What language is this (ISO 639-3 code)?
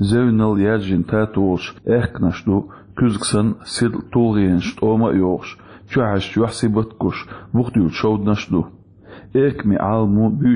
che